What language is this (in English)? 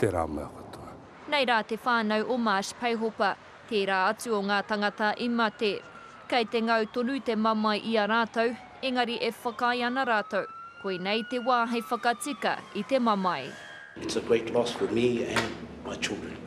Māori